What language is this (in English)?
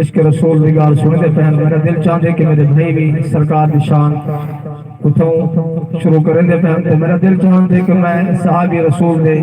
Saraiki